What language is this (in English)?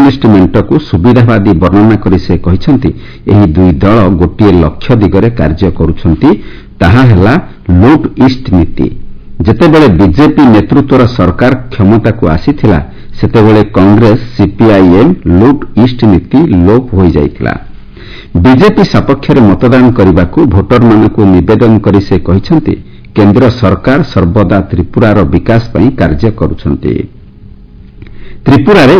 Odia